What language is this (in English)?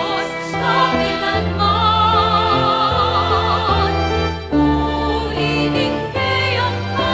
Pampanga